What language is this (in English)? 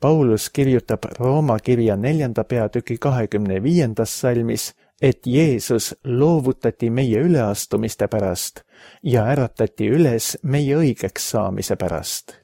Estonian